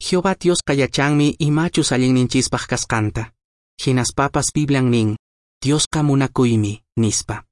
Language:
Quechua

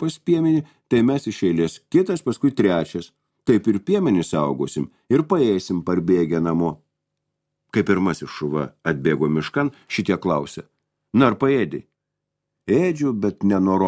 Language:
Lithuanian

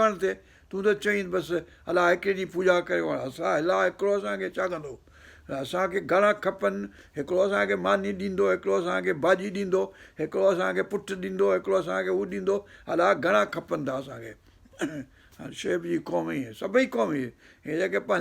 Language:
Sindhi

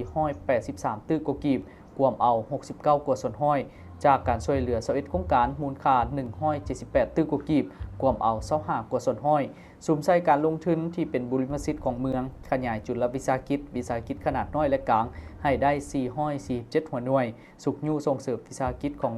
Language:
Lao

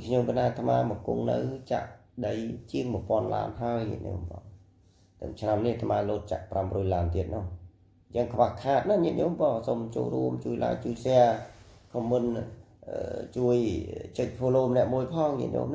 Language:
Khmer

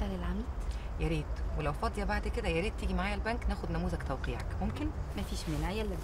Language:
Egyptian Arabic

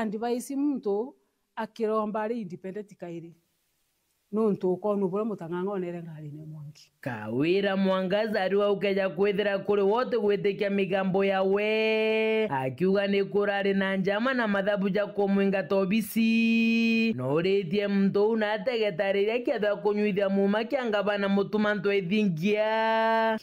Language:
Meru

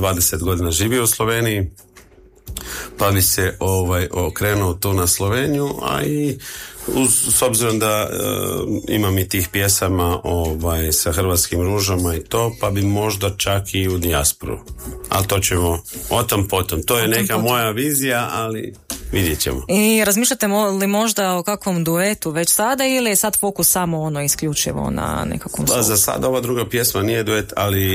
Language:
Croatian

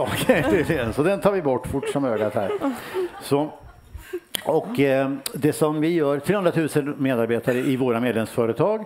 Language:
Swedish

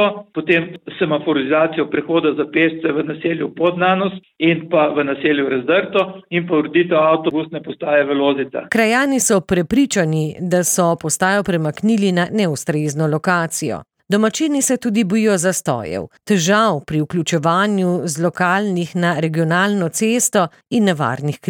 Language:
Slovenian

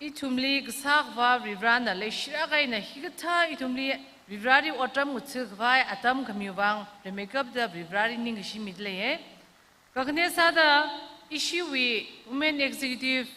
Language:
Tangkhul Naga (India)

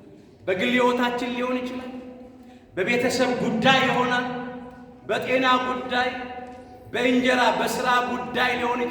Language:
Amharic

